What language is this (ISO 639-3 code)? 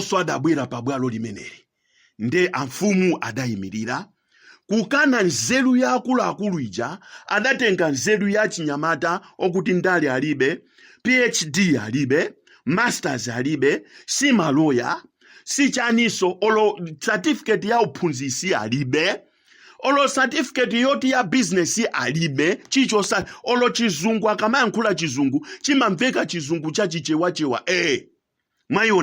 nya